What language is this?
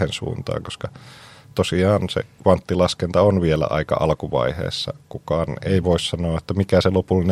Finnish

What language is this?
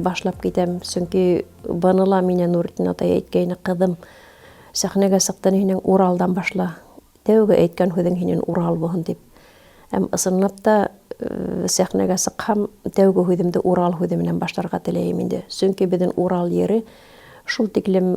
Bashkir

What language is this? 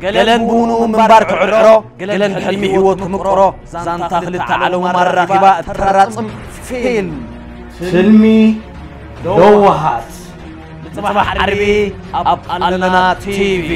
Tigrinya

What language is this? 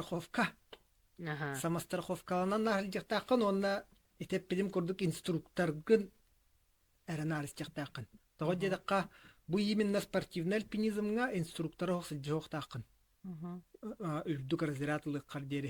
Yakut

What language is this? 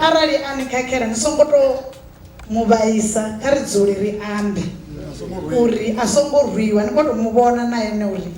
Venda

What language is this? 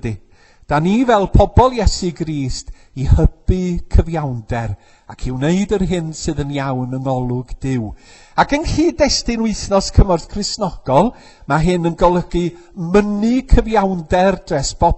Welsh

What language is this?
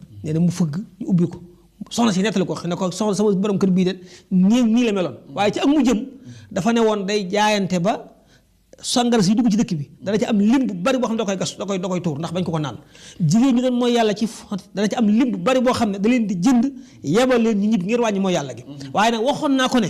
Wolof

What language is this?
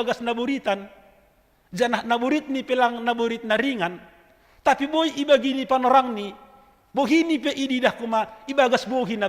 Batak Simalungun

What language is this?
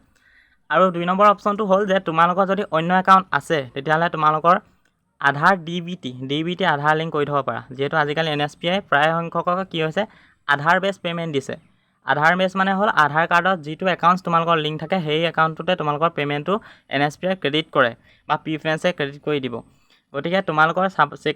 Assamese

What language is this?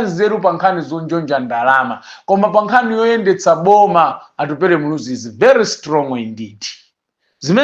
Nyanja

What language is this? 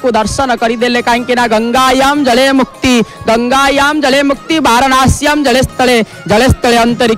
Odia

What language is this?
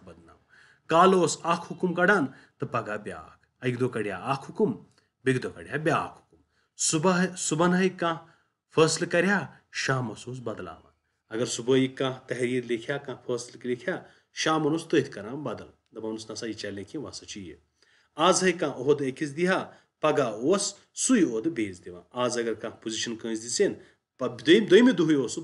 Kashmiri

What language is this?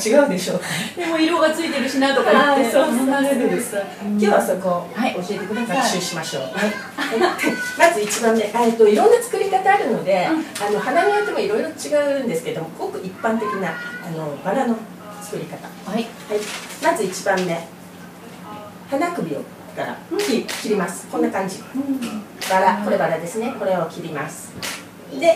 Japanese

